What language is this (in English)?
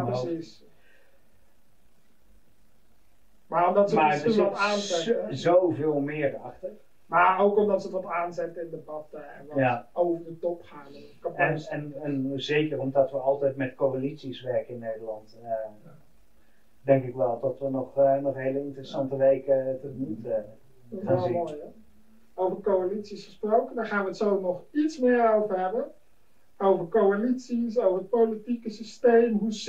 Dutch